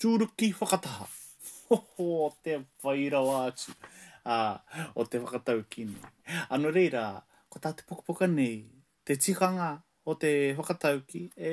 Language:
Māori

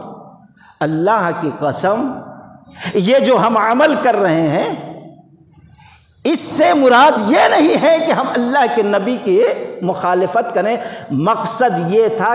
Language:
Urdu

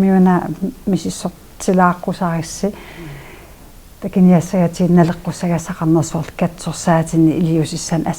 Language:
Kalaallisut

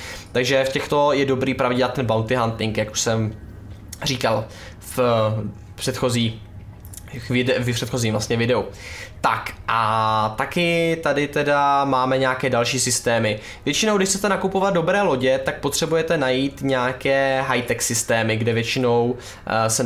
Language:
Czech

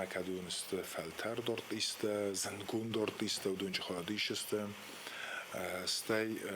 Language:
Ossetic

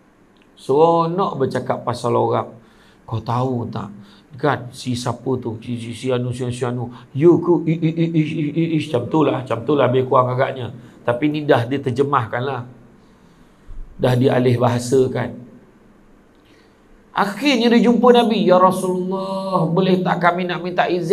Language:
Malay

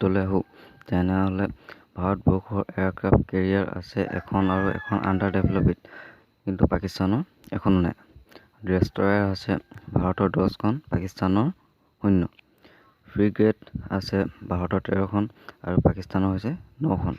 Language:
Assamese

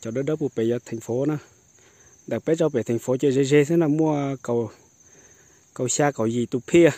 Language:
Hmong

